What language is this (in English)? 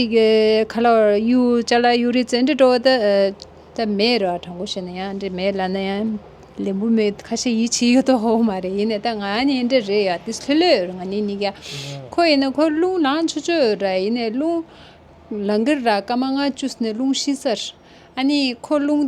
Tibetan